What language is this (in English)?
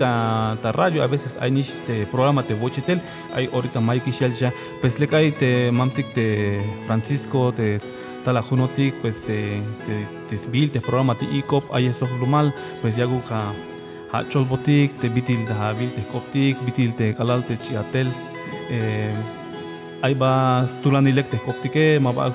Tzeltal